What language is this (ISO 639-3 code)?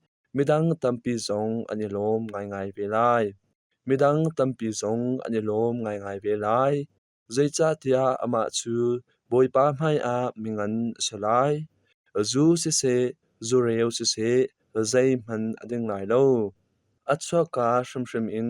cnh